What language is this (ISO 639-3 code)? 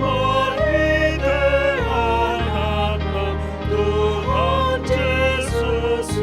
bbc